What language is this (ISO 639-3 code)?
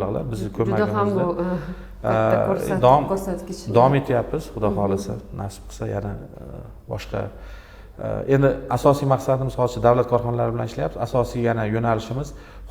uzb